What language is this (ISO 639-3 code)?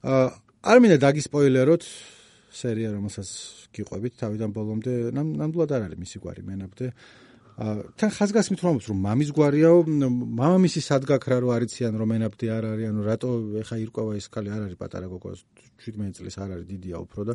kat